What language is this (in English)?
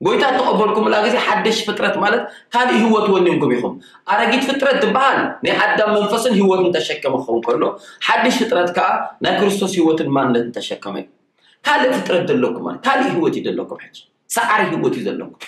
Tigrinya